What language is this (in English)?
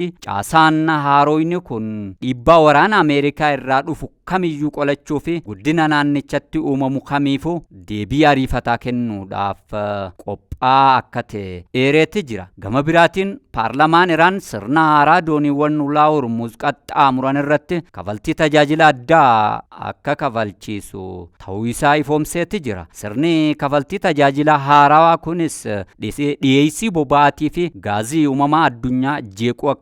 Oromo